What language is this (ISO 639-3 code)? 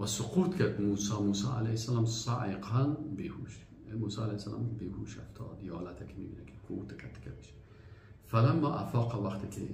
fas